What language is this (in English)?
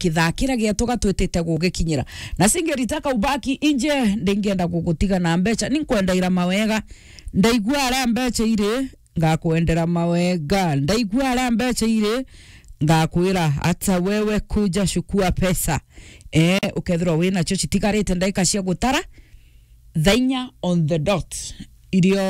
Meru